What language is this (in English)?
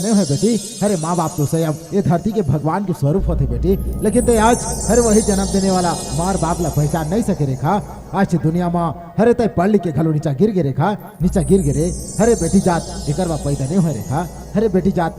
Chhattisgarhi